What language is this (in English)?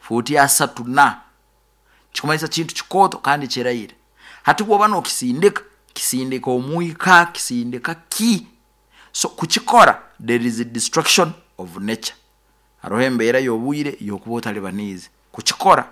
Nyoro